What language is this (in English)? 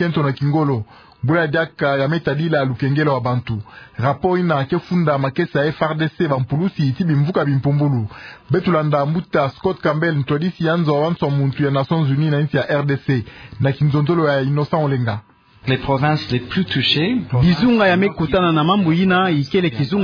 Kituba (Democratic Republic of Congo)